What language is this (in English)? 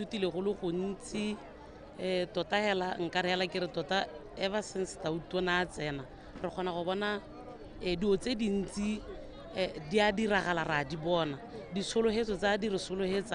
Tswana